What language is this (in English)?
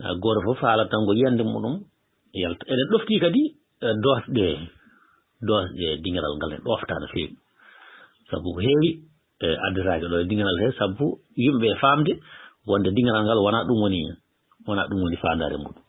Fula